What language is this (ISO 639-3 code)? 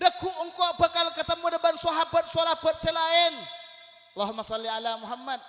mad